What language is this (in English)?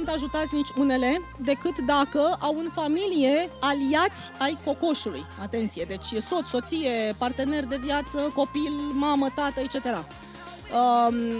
Romanian